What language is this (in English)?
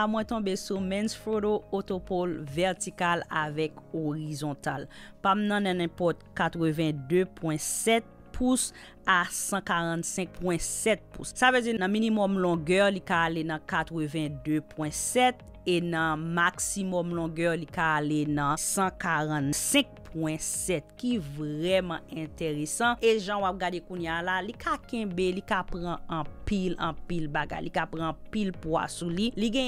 Haitian Creole